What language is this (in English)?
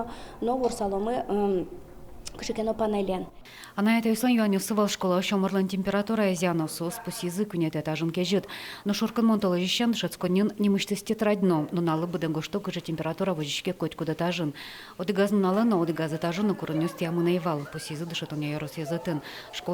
Udmurt